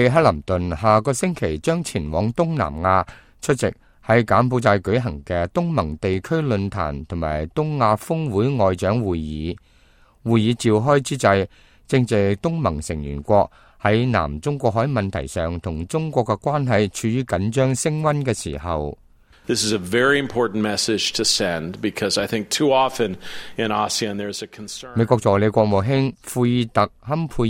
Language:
Cantonese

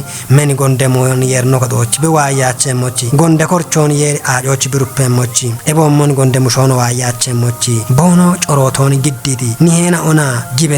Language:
Kafa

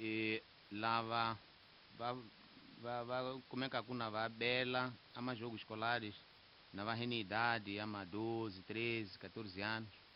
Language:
Tsonga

